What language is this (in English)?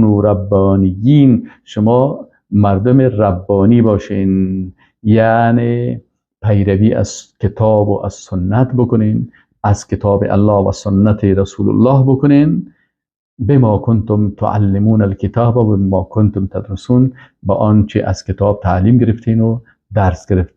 Persian